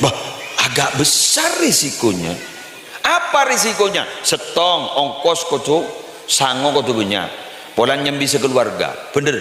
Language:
Madurese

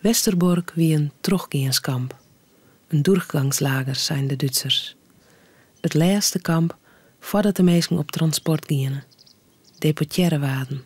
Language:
Western Frisian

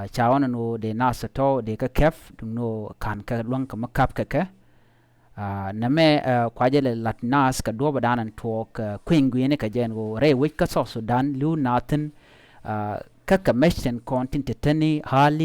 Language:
Nuer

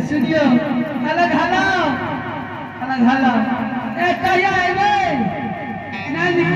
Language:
Angika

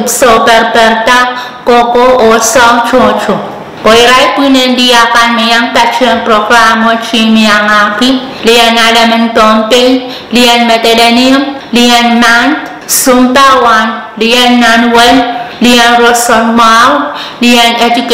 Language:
Pohnpeian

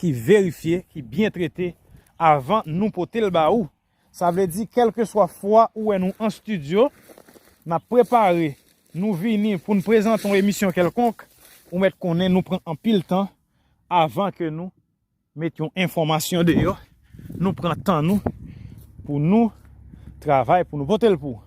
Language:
Haitian Creole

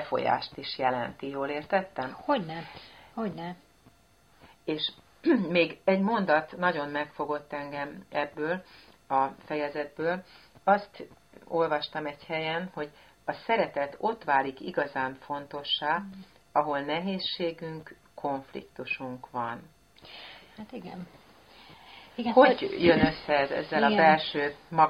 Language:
Hungarian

